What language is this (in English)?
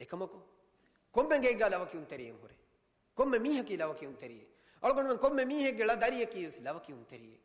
Divehi